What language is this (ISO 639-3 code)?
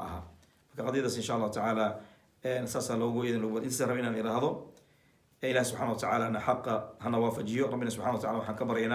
som